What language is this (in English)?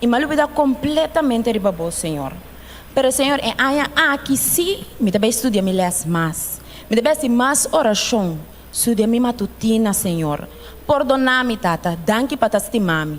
Papiamento